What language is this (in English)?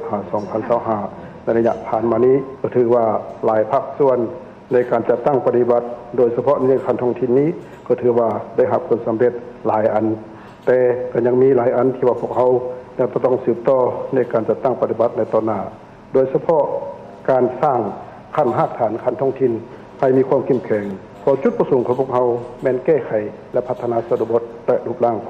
Lao